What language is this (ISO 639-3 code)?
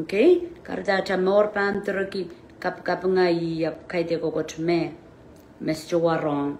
pon